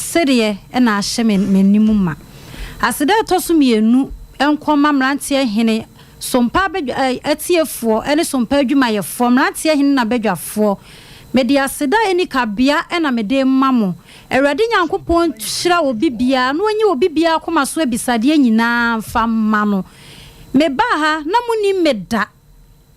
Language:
Akan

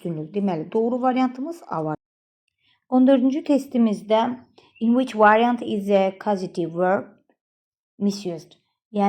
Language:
Azerbaijani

